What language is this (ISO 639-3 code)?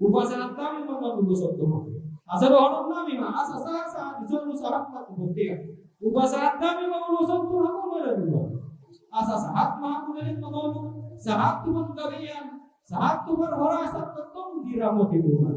bbc